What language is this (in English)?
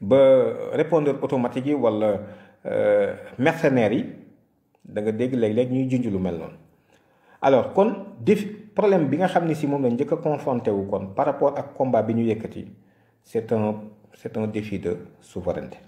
Wolof